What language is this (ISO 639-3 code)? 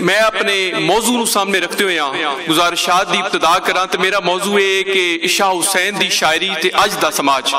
lah